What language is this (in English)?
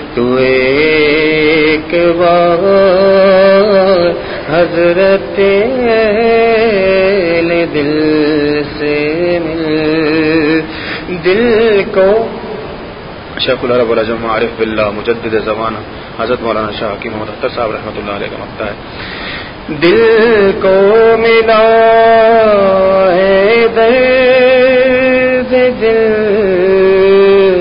Urdu